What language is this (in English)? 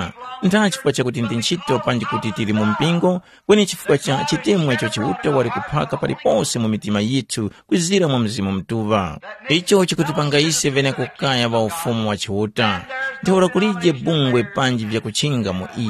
Tumbuka